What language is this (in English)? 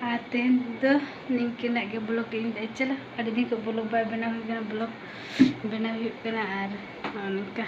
Santali